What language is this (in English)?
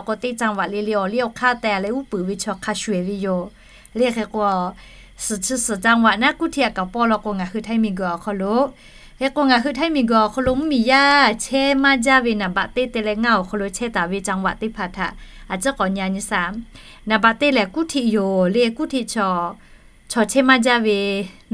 Lahu